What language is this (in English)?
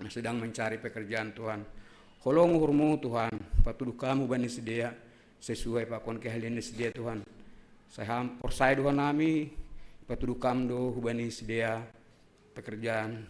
Batak Simalungun